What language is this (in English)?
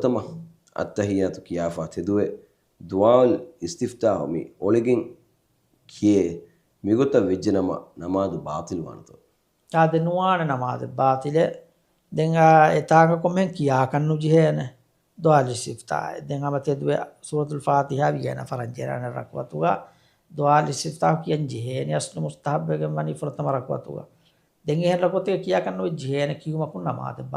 Divehi